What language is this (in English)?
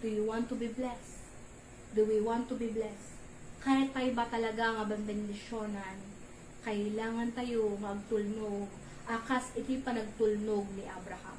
Iloko